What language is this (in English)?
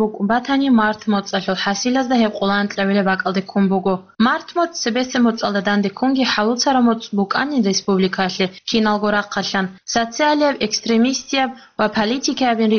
Avaric